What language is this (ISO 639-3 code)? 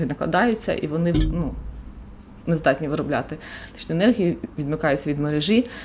ukr